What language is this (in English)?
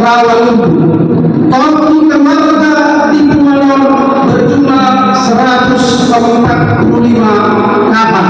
Batak Toba